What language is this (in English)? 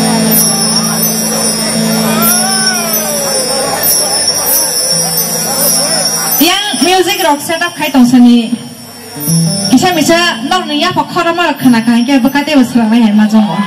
Kok Borok